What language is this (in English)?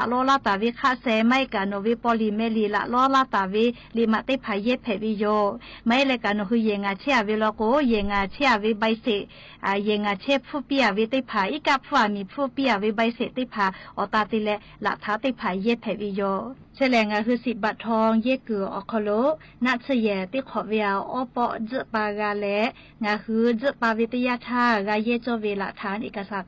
Lahu